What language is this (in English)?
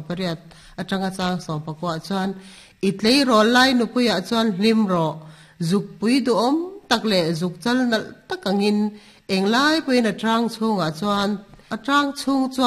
Mizo